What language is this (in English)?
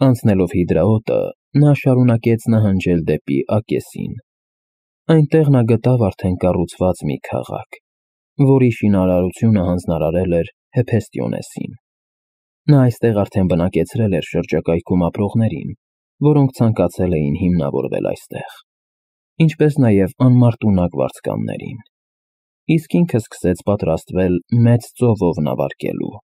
Armenian